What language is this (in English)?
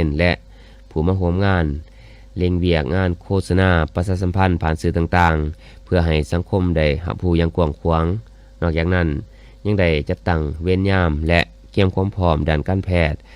Lao